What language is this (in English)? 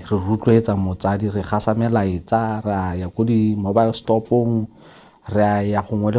Tswana